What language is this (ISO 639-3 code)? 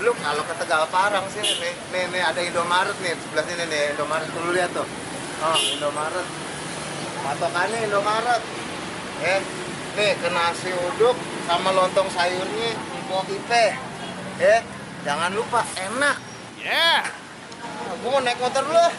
bew